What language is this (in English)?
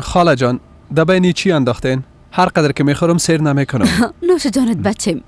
Persian